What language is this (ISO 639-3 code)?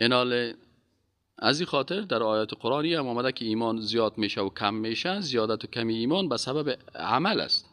fas